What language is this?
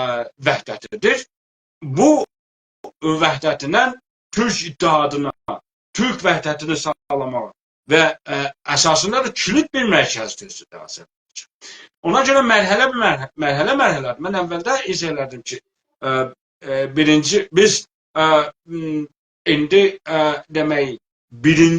South Azerbaijani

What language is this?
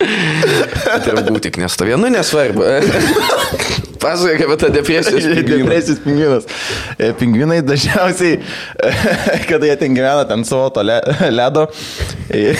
Lithuanian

